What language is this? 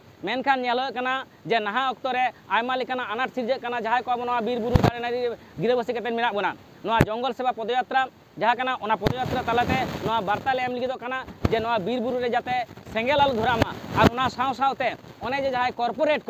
Santali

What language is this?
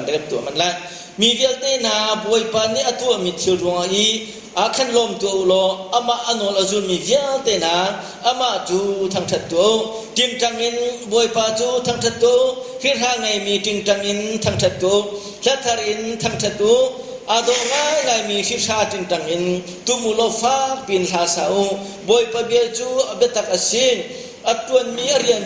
Hakha Chin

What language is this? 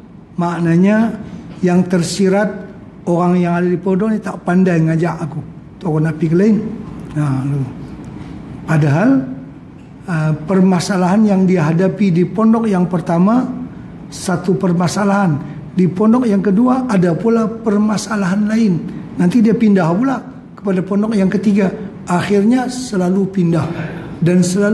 Malay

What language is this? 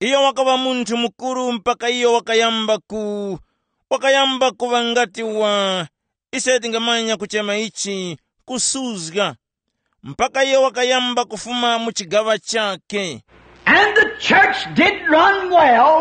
Tumbuka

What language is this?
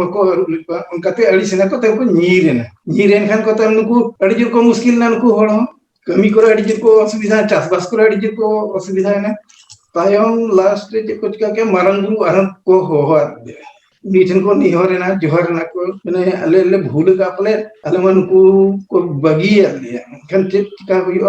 Santali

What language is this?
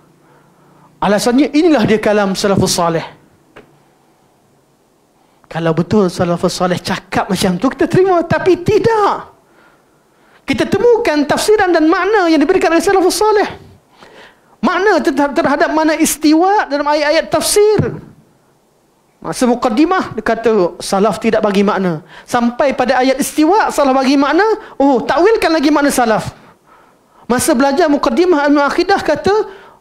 Malay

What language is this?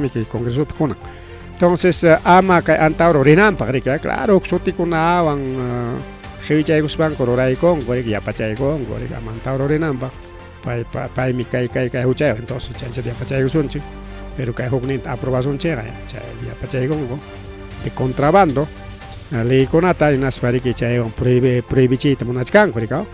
Ayacucho Quechua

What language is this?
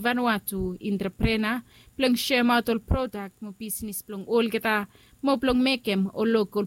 Bislama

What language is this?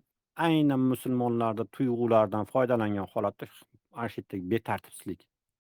Uzbek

